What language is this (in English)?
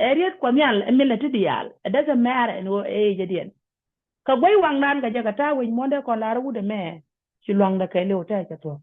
Nuer